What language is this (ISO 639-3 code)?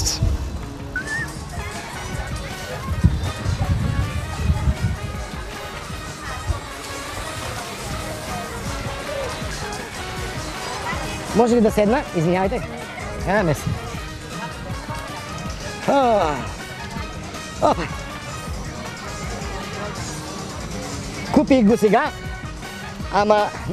bul